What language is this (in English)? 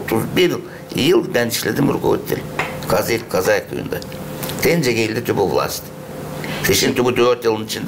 Gagauz